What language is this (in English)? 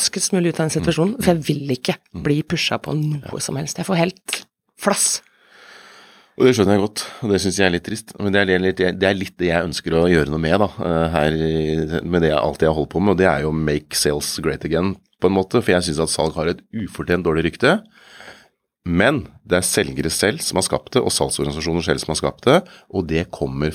Norwegian